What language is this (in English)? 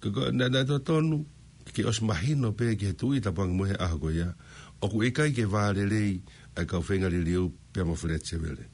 Tongan